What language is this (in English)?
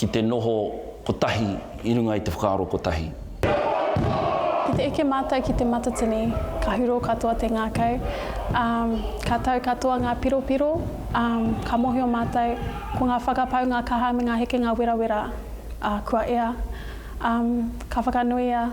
Māori